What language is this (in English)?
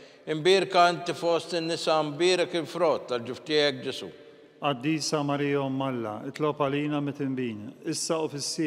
Maltese